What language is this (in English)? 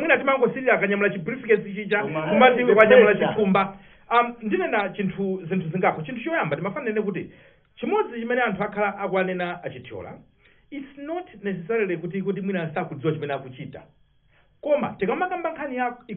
Nyanja